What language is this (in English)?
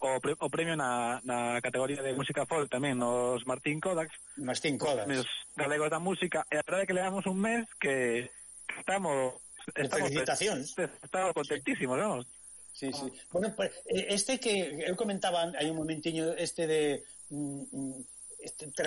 Galician